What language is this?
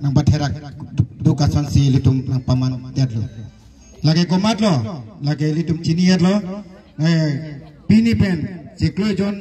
Karbi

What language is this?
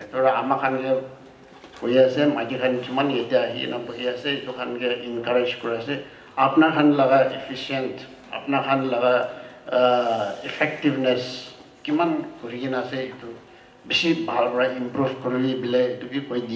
Naga Pidgin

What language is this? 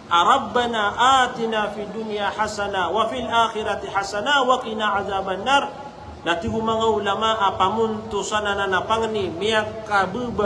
Maranao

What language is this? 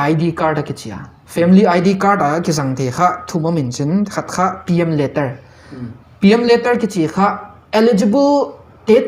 Paite Chin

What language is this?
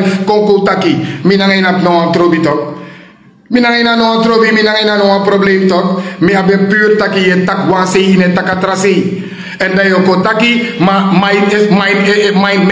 Sranan Tongo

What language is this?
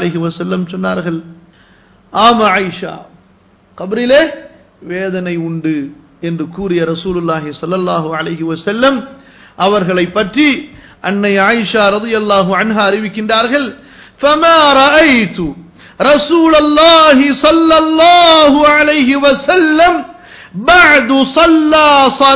Tamil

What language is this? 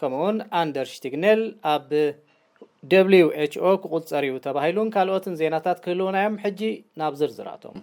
Tigrinya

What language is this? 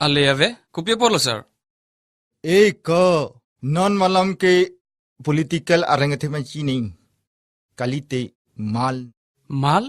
Karbi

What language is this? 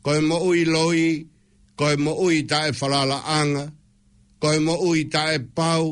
Tongan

